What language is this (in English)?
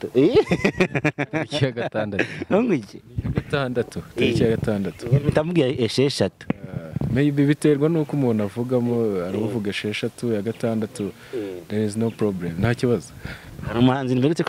Kinyarwanda